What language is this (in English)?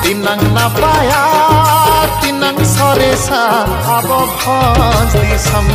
Santali